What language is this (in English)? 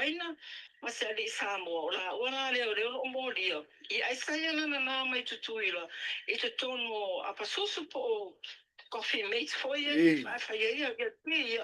Samoan